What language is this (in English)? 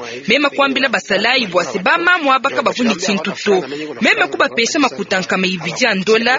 Luba-Lulua